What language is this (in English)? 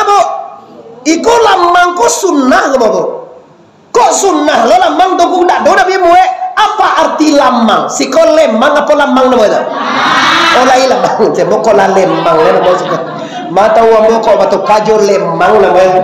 Minangkabau